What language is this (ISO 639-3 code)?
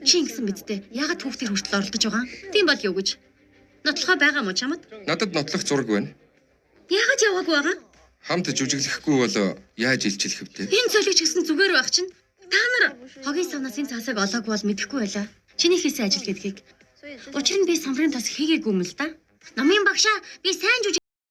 mon